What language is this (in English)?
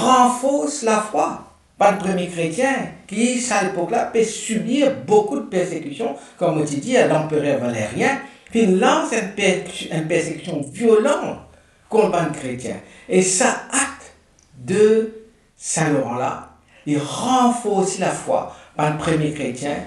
Morisyen